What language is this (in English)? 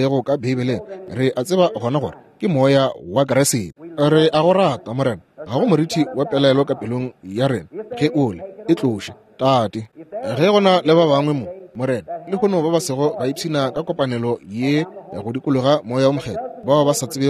Northern Sotho